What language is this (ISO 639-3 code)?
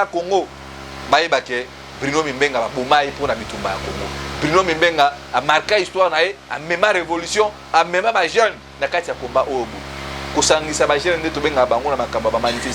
lin